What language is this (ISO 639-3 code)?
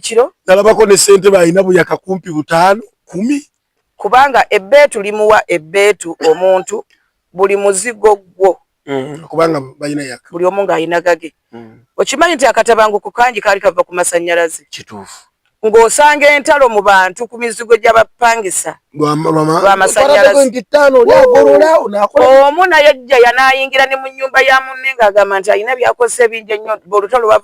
lug